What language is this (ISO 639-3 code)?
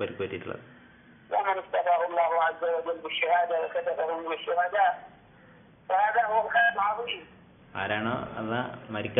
mal